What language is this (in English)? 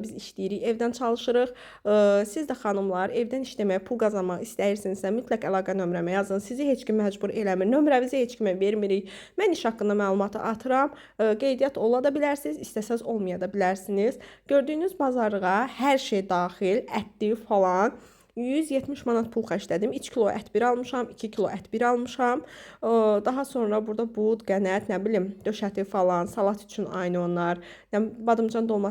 Azerbaijani